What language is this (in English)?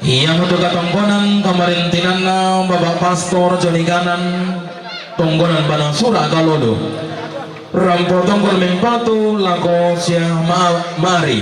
Toraja-Sa'dan